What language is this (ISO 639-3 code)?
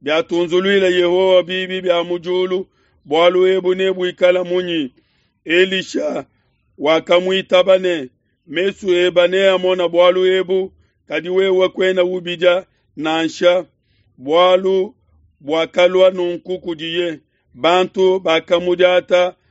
lua